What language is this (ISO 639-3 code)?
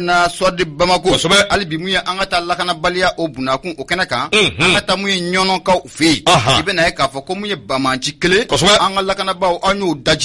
bam